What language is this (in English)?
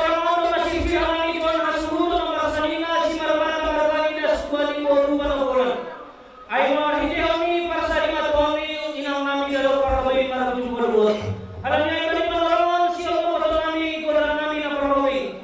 Batak Simalungun